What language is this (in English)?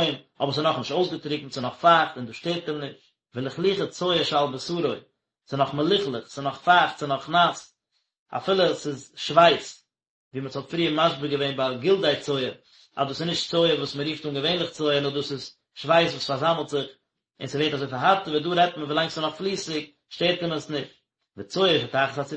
Yiddish